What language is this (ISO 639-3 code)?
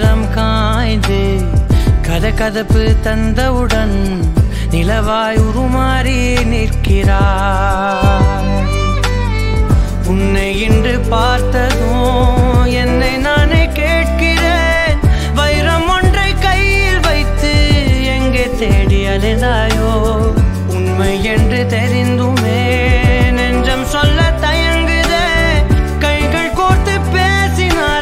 tam